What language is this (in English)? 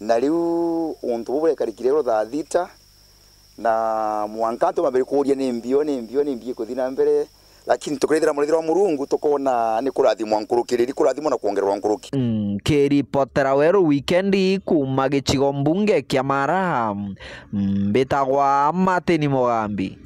Meru